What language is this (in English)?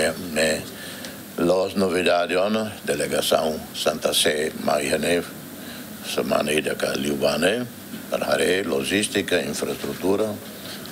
Tetum